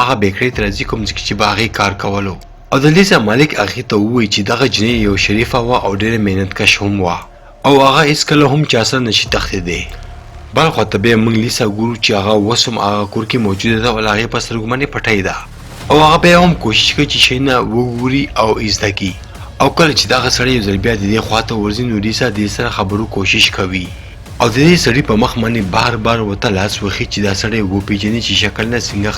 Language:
Pashto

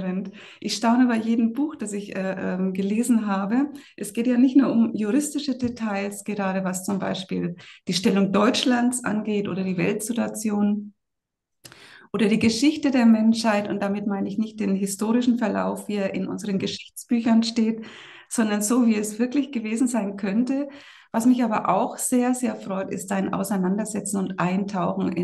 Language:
German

